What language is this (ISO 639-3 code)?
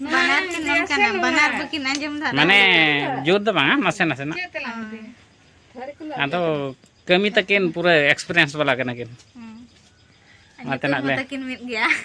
sat